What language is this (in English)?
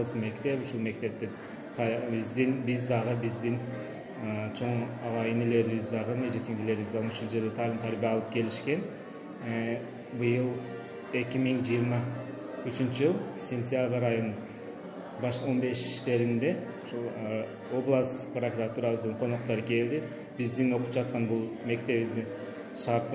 Kyrgyz